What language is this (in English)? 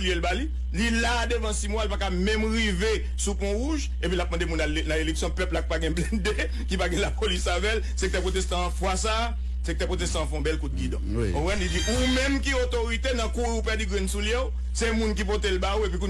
Haitian Creole